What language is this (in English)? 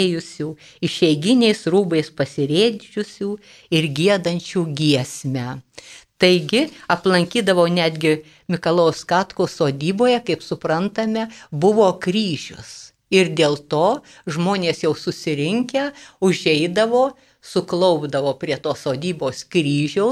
Lithuanian